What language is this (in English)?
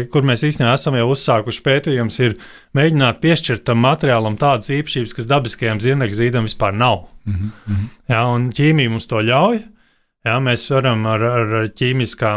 Latvian